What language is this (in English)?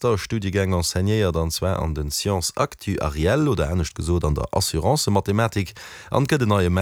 Luxembourgish